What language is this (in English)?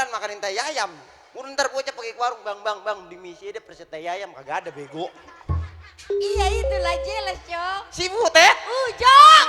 Betawi